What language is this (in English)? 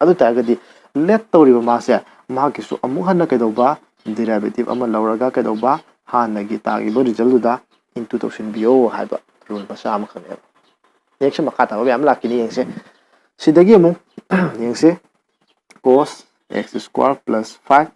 Manipuri